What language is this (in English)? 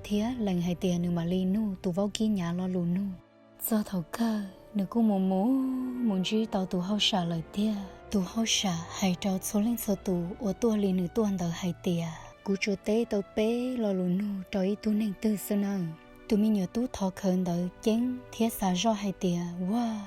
Hmong